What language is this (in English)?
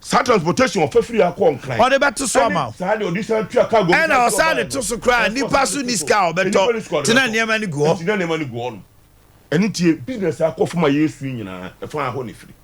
Akan